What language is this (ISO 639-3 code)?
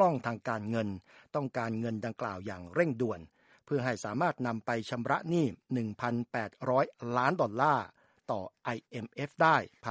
tha